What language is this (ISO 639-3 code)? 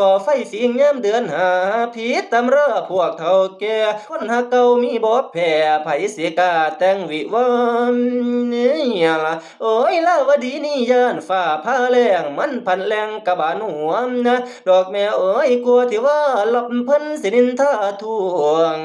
tts